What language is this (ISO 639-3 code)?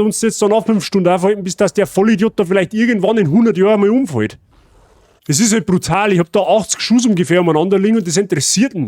bar